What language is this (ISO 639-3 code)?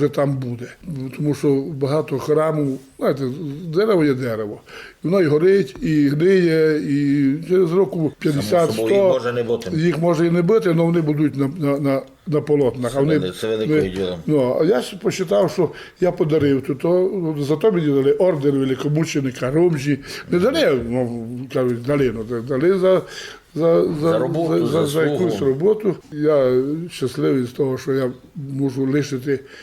rue